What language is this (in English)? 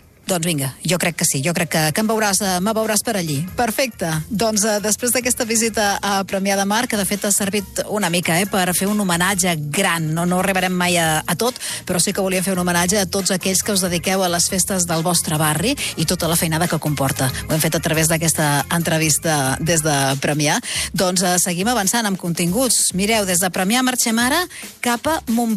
Catalan